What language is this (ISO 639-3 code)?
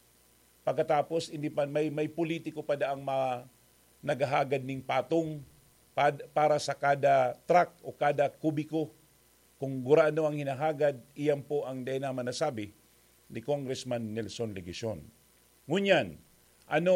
bik